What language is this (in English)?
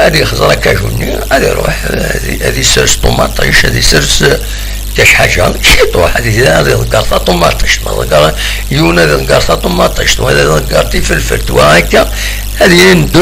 Kabyle